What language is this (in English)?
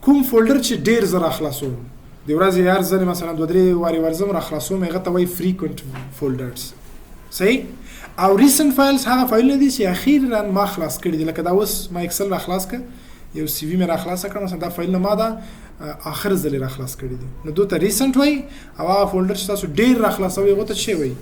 Pashto